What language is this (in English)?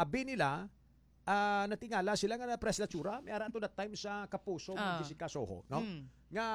Hiligaynon